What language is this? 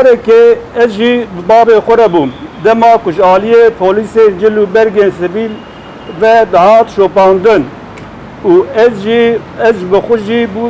Kurdish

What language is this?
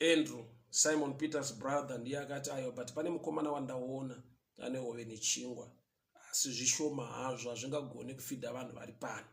Shona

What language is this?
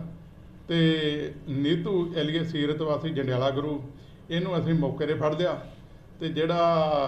Punjabi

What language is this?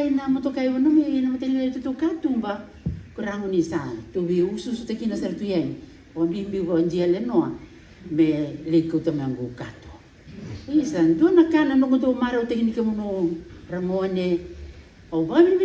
Fijian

